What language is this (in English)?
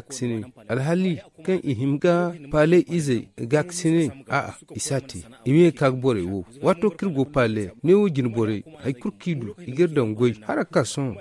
Zarma